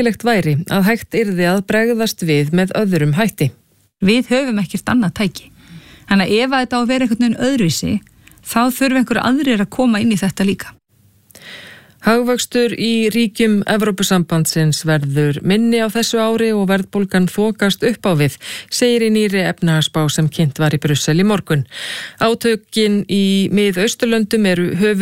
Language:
Icelandic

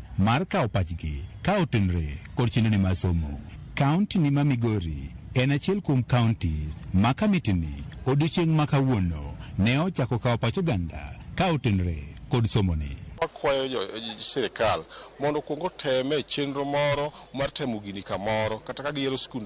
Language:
Luo (Kenya and Tanzania)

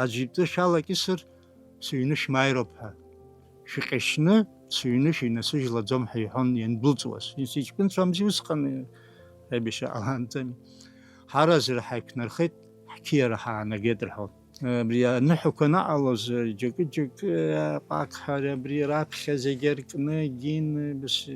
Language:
Abkhazian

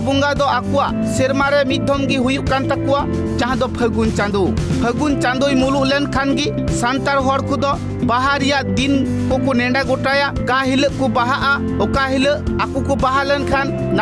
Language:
Santali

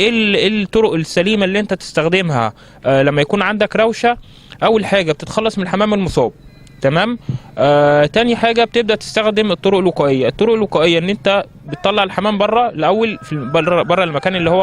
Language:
Egyptian Arabic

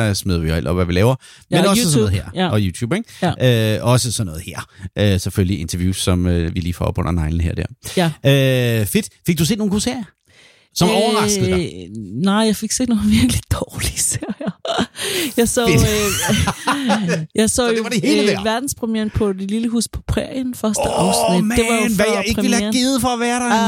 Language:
Danish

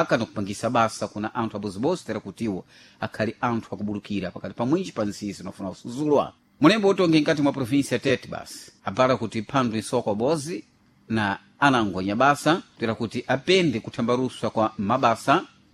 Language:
Sena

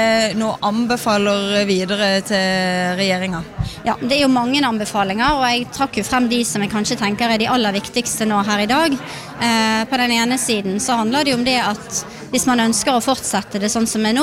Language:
Norwegian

